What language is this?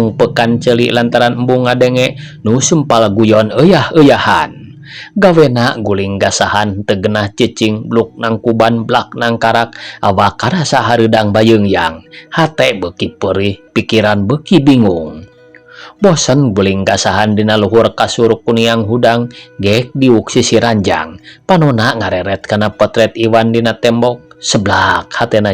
Sundanese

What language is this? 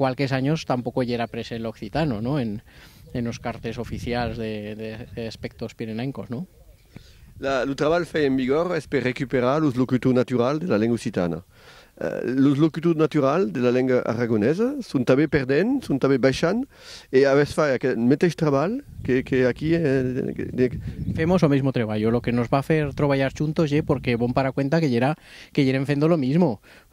Aragonese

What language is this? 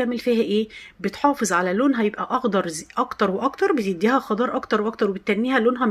Egyptian Arabic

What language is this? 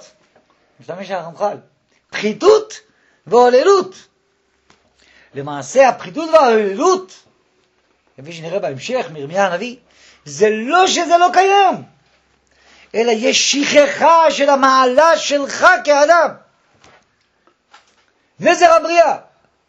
Hebrew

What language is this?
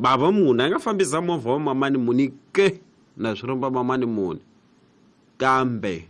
Tsonga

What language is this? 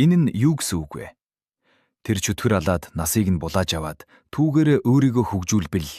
Mongolian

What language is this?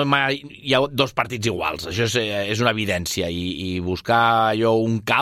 Catalan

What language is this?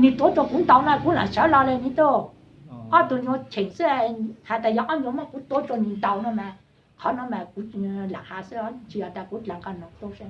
Hmong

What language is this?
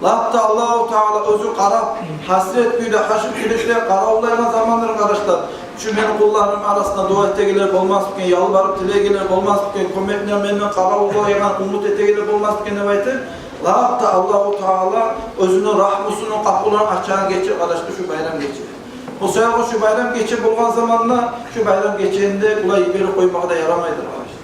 Kumyk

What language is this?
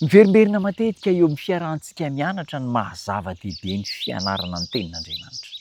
Malagasy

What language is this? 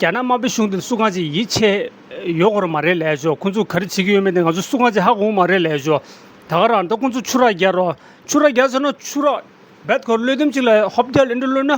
Tibetan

